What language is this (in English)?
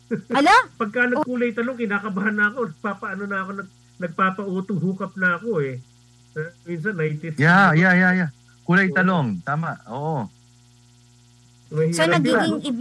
Filipino